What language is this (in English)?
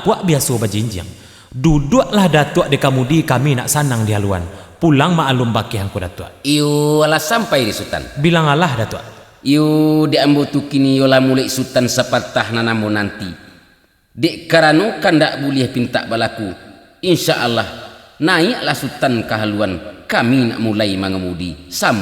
Minangkabau